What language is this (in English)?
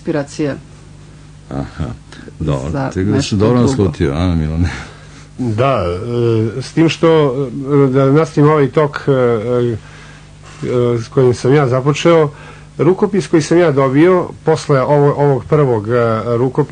Serbian